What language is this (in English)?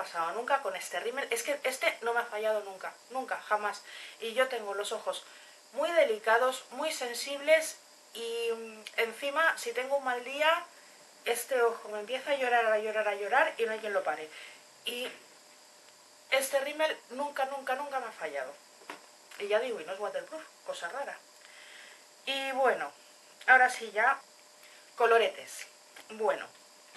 Spanish